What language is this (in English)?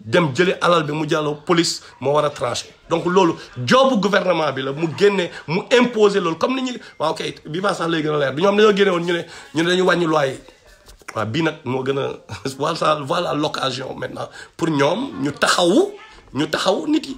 Wolof